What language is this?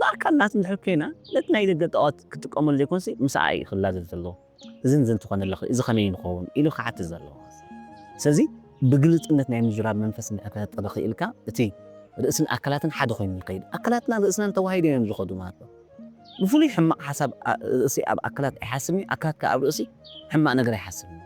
Tigrinya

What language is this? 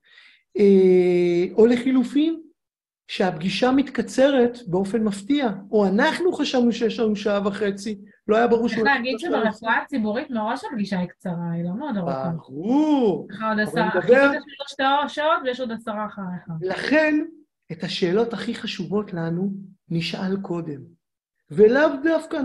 Hebrew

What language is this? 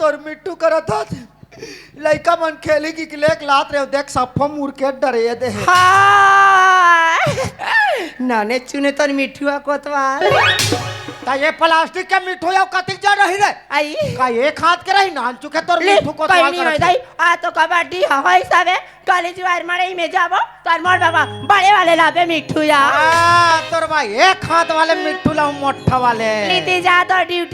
Chhattisgarhi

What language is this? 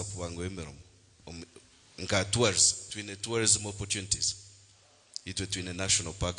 Nyankole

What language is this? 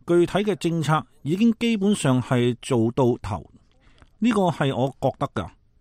Cantonese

